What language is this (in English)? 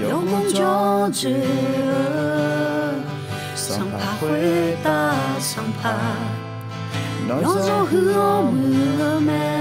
Akha